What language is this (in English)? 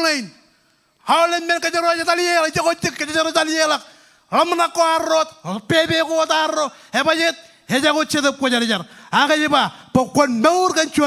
Marshallese